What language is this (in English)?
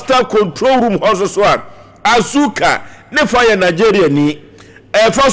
Akan